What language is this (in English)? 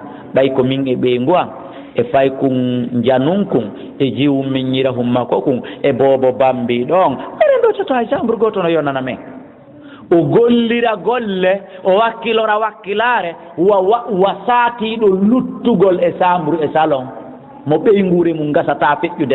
Fula